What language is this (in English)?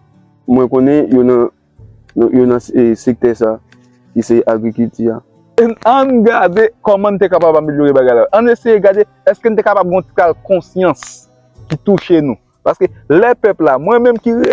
Haitian Creole